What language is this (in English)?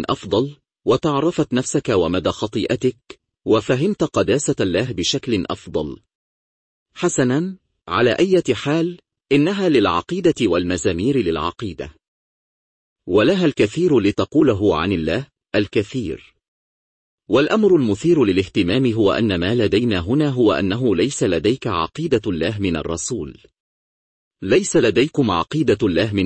Arabic